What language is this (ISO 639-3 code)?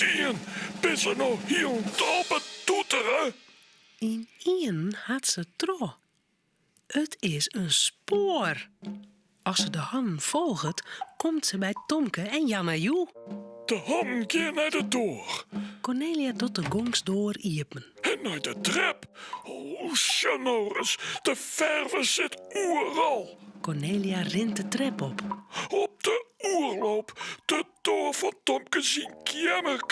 fry